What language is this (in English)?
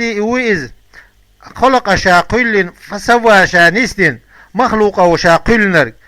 Chechen